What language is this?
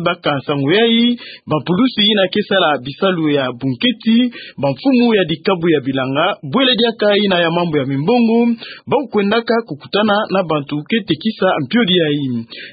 Kituba (Democratic Republic of Congo)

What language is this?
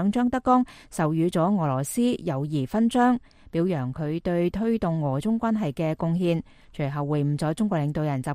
Cantonese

